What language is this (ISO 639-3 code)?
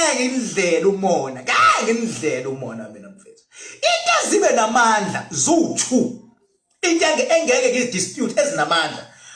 zul